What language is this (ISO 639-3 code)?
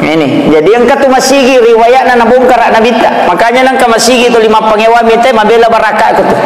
bug